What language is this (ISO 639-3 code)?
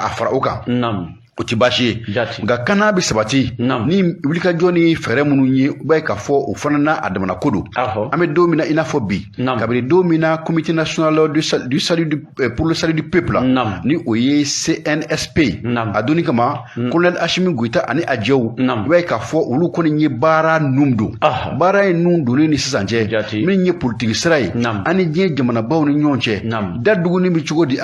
bam